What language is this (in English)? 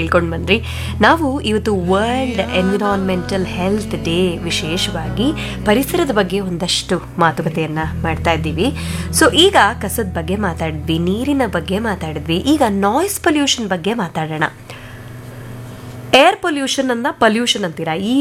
Kannada